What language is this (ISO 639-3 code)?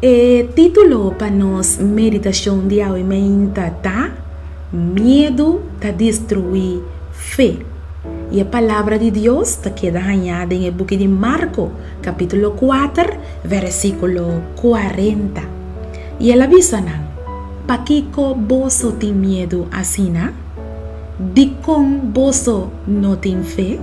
pap